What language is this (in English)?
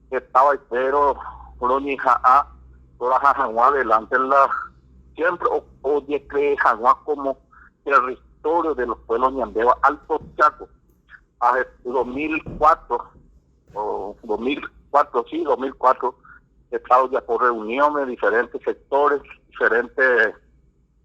Guarani